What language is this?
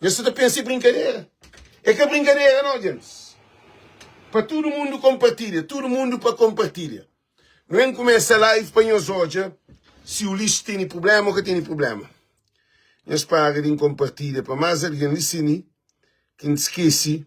Kabuverdianu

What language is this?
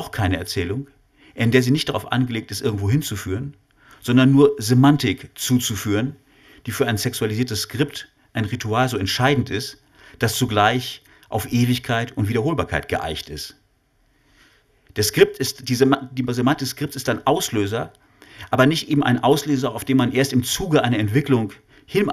German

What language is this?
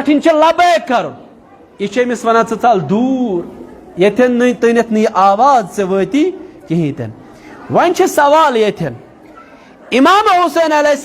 Kashmiri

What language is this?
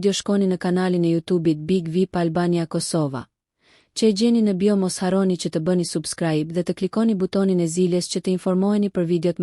Albanian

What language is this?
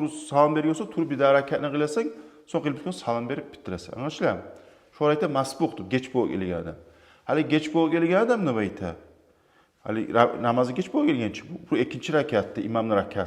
Kumyk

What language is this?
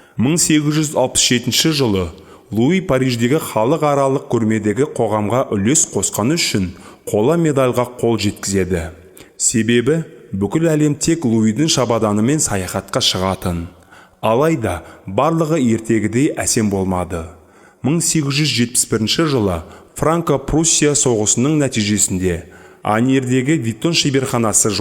Kazakh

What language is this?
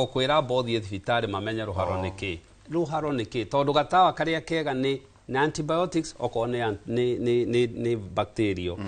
Kikuyu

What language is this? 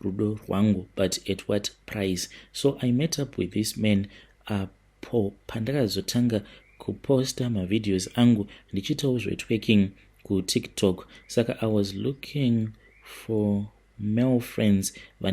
Shona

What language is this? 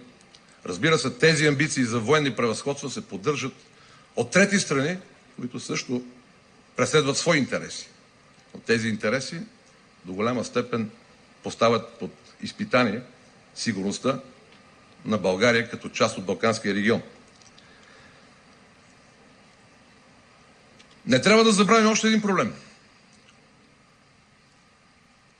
Bulgarian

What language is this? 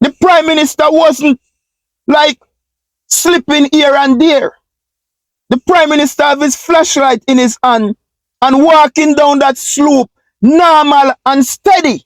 Jamaican Creole English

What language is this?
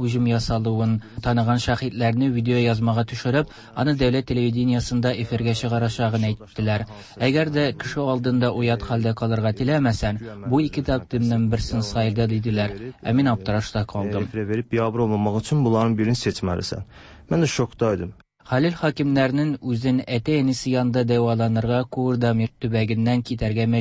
Tatar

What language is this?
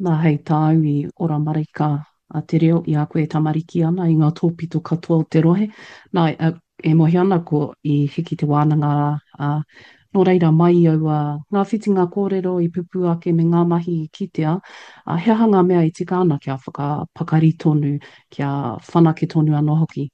Māori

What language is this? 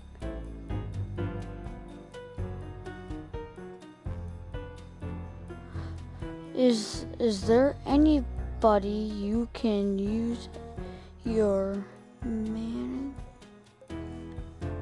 English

